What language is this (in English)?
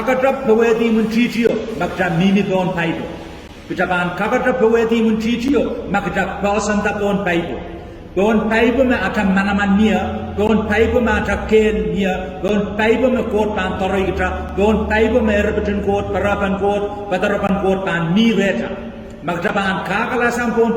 Pohnpeian